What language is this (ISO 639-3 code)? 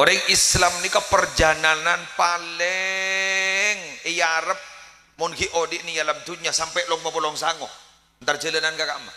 mad